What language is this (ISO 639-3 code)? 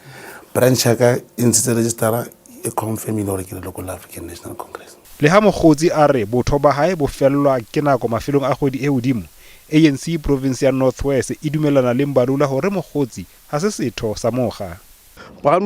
sot